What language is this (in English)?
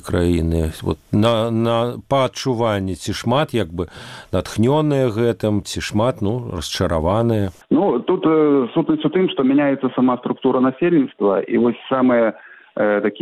Belarusian